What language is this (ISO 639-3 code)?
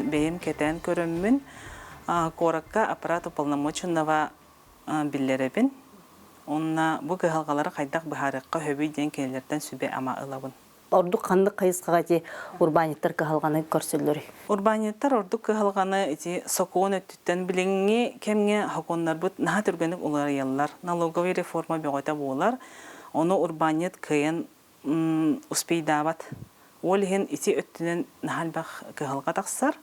sah